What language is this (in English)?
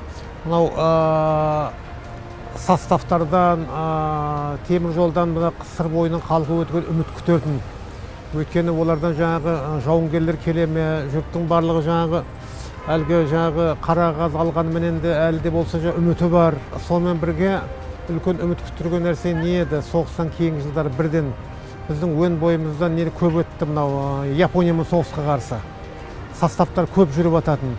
Kazakh